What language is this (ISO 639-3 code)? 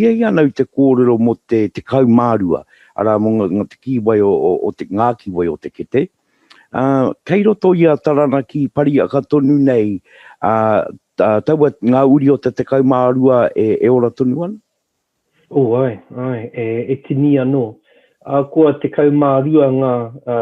mri